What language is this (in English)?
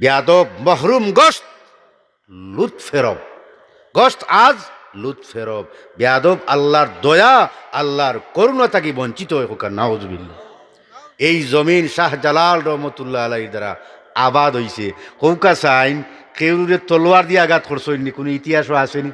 Sylheti